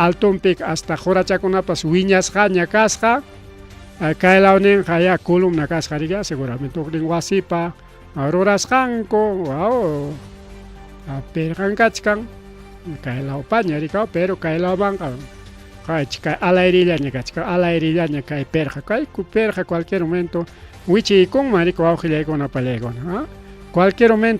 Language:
Ayacucho Quechua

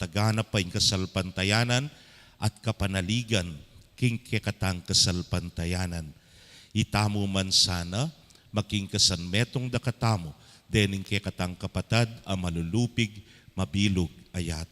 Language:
Pampanga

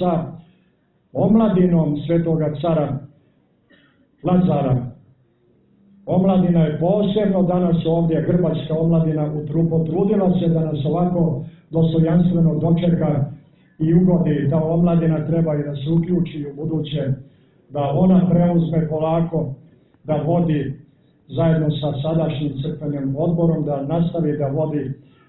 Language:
Serbian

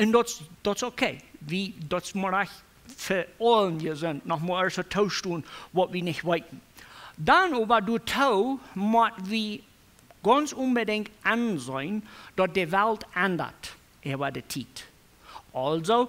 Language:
Plautdietsch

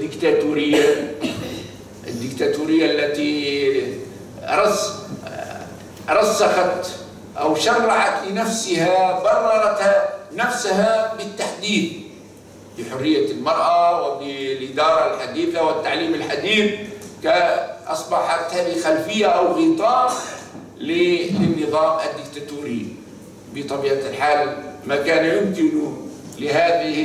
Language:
Arabic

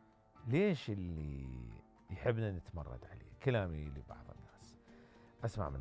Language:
Mesopotamian Arabic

